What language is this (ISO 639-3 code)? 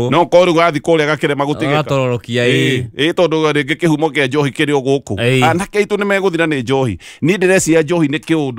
kik